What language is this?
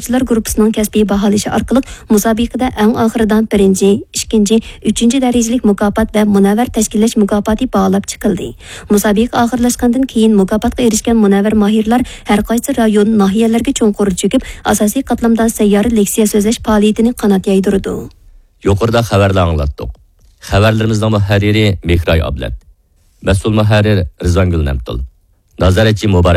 Uyghur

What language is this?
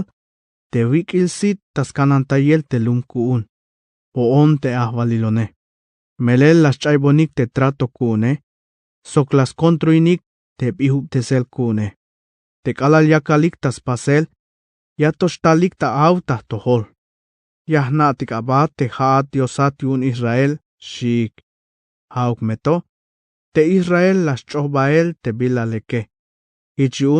Tzeltal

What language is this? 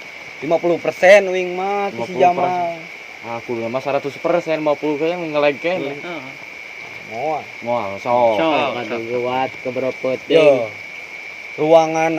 Sundanese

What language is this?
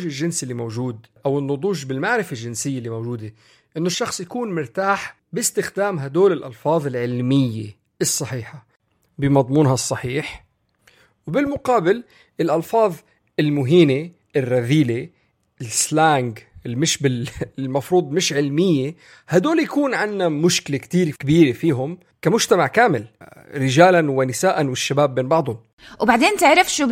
North Levantine Arabic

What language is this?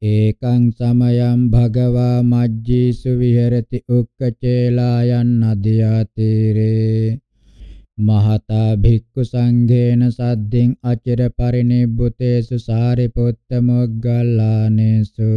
Pali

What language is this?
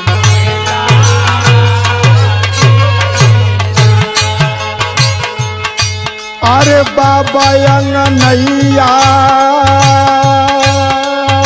Bhojpuri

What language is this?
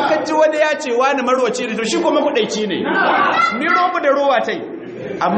Hausa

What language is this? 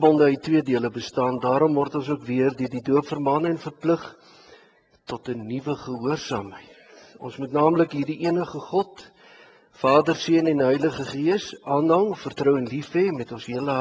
Afrikaans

